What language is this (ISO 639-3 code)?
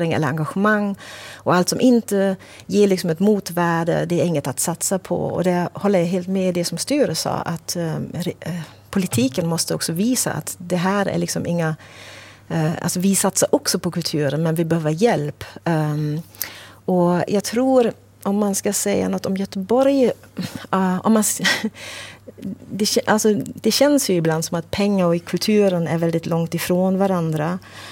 swe